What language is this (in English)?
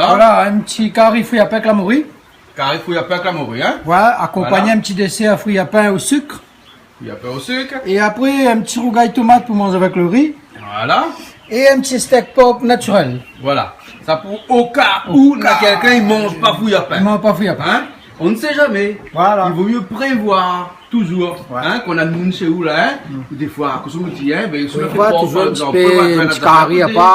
Réunion Creole French